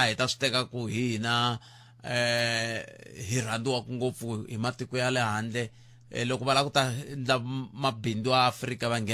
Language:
Tsonga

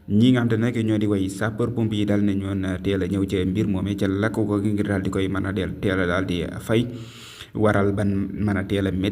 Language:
Wolof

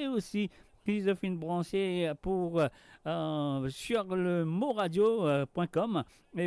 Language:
Morisyen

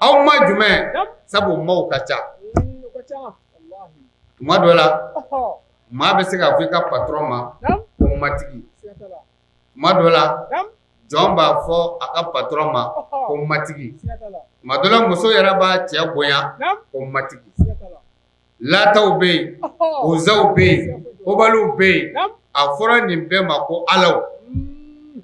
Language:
Bambara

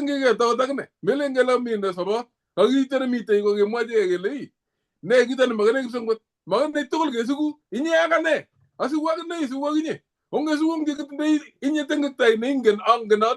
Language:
Kalenjin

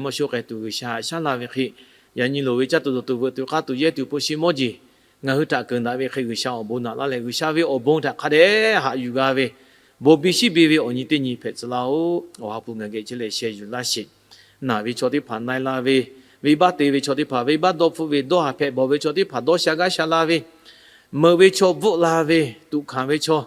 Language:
Lahu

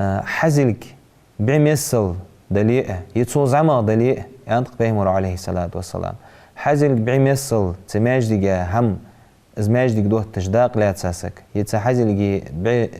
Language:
Ingush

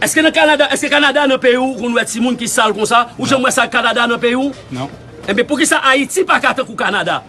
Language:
Haitian Creole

